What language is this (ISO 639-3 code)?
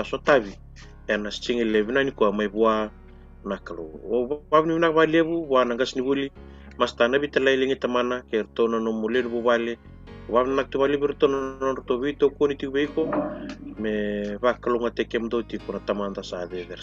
fij